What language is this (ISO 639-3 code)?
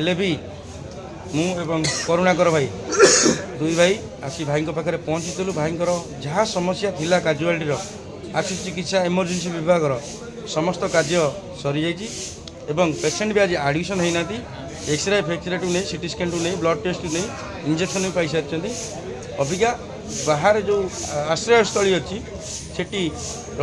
ori